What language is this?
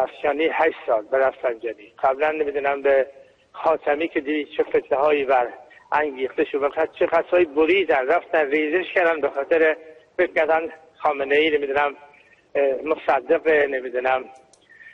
Persian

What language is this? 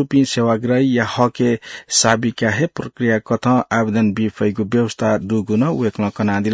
Newari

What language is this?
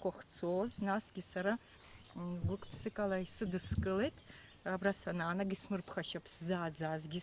Abkhazian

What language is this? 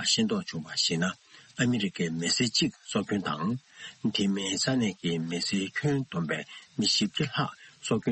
Tibetan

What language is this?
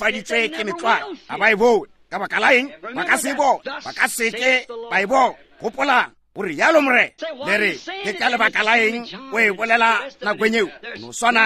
Northern Sotho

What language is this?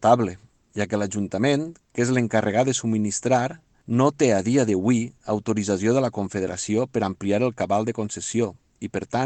Catalan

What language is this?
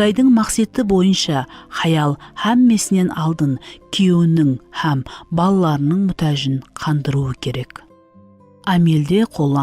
Kara-Kalpak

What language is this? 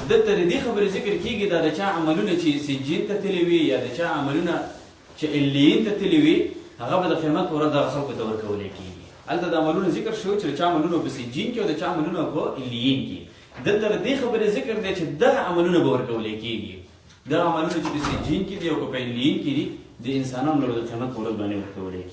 Pashto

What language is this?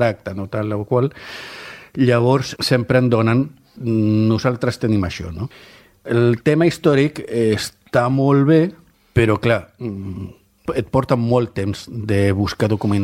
Catalan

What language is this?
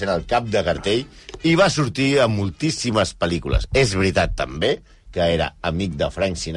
Catalan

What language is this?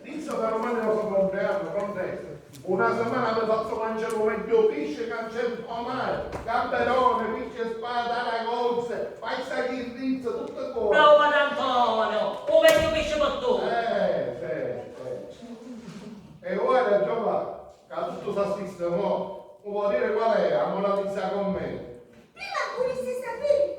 Sicilian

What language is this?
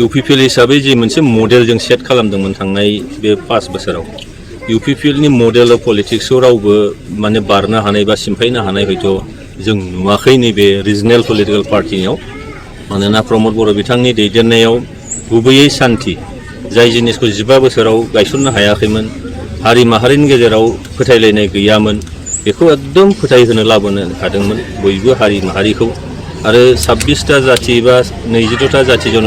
Bodo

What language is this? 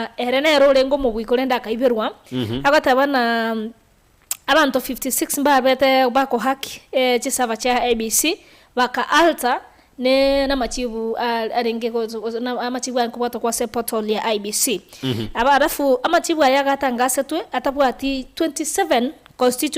Gusii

